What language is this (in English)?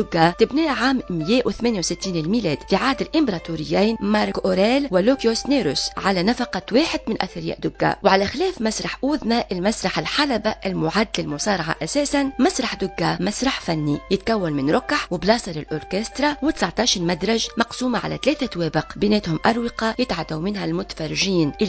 Tunisian Arabic